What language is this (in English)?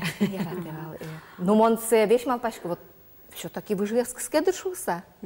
Udmurt